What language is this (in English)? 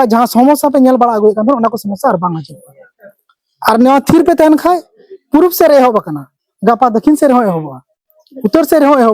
Santali